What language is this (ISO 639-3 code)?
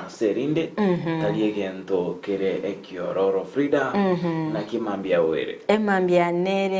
guz